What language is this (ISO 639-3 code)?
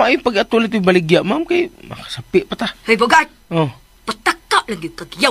ceb